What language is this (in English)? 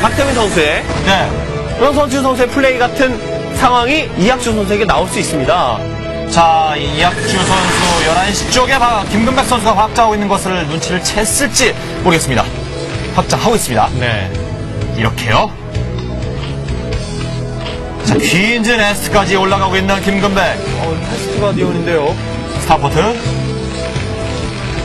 Korean